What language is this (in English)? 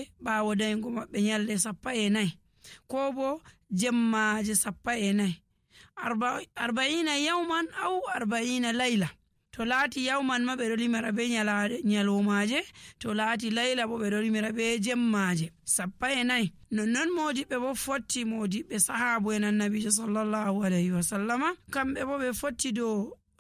Nigerian Fulfulde